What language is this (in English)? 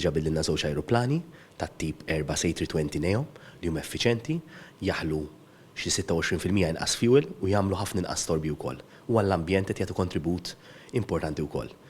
Maltese